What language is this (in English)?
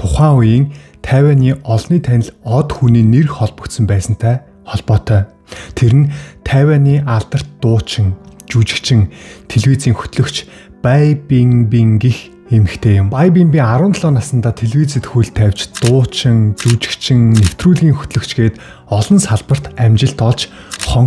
Mongolian